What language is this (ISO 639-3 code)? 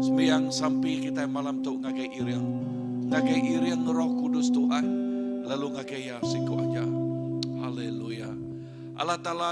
iba